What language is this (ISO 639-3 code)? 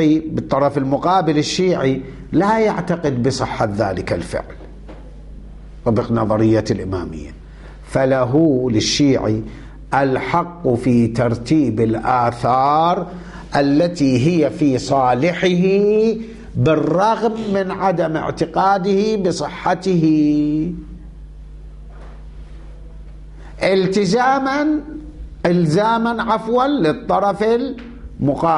ara